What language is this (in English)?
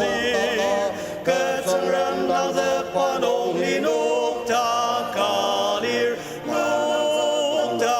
Ao Naga